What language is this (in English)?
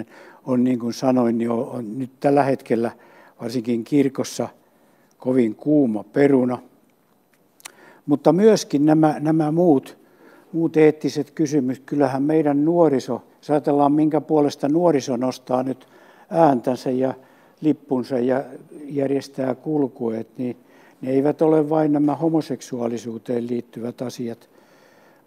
Finnish